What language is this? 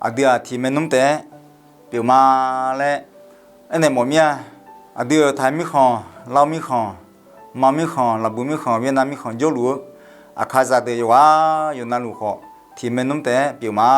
Akha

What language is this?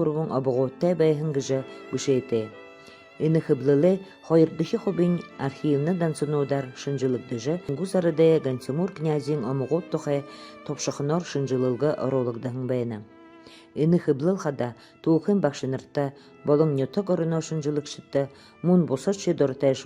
Buriat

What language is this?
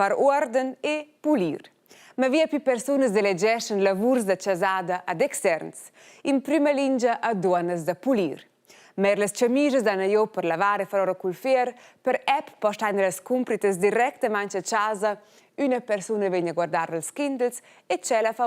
Romansh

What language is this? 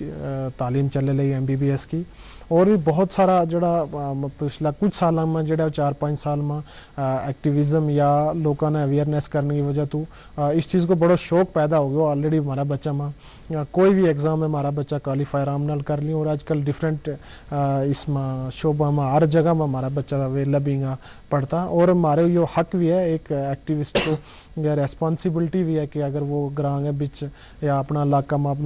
Gujari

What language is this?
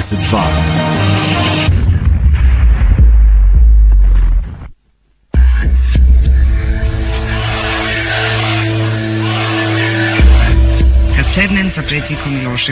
Serbian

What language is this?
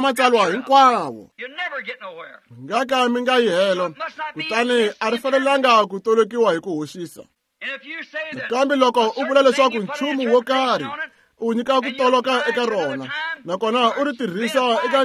Tsonga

